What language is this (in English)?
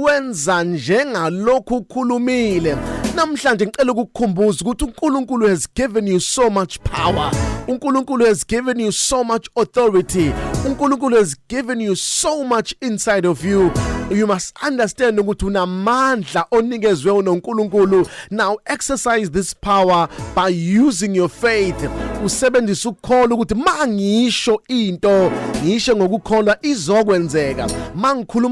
Zulu